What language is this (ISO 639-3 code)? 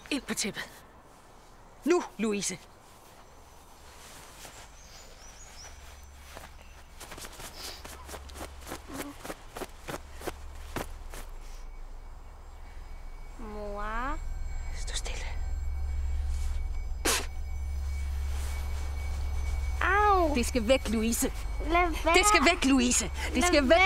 dan